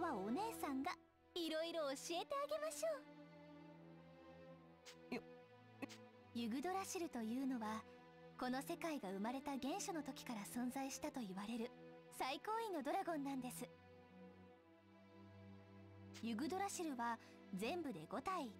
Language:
Japanese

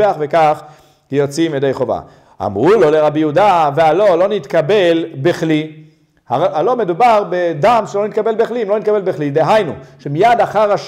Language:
Hebrew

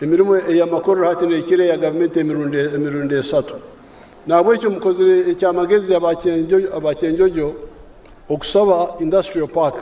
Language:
Nyankole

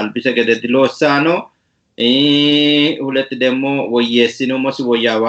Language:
Sidamo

